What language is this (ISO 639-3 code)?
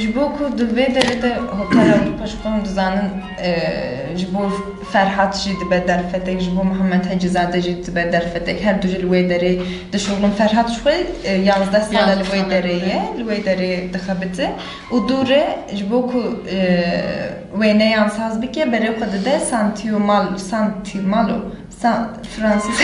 kur